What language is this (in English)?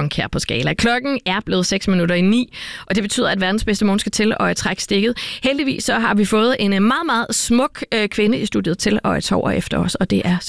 Danish